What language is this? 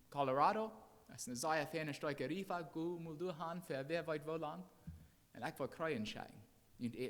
Plautdietsch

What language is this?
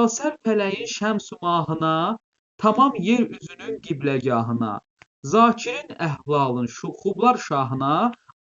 Azerbaijani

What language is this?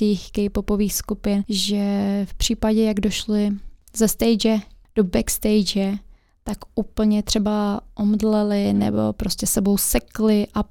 Czech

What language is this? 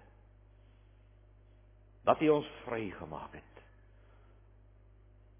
Afrikaans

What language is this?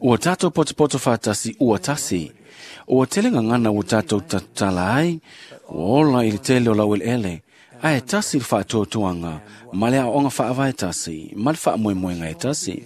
Samoan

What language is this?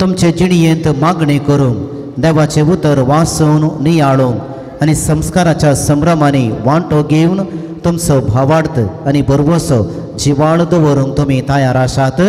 Konkani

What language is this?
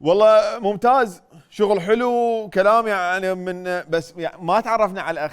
Mesopotamian Arabic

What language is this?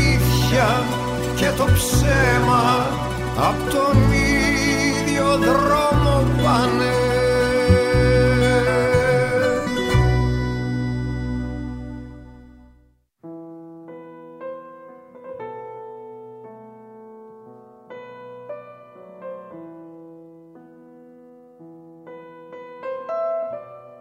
Greek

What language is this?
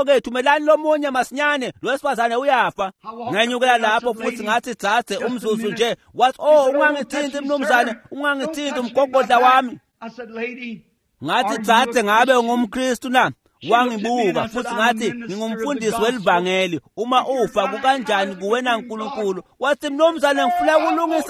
Swati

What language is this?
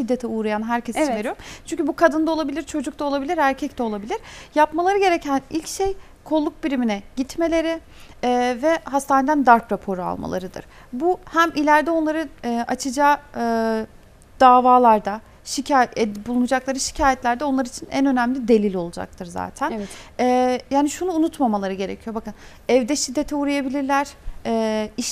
Turkish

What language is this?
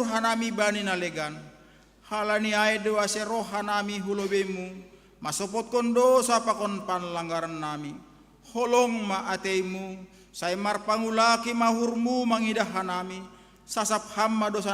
Batak Simalungun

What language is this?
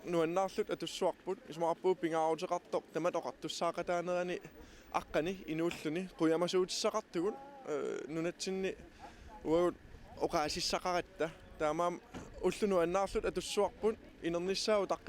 Kalaallisut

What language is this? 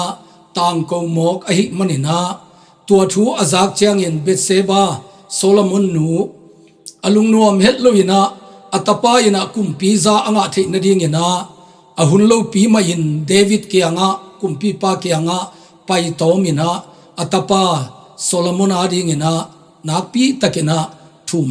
Tedim Chin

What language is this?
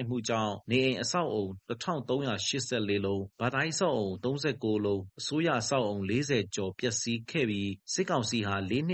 Burmese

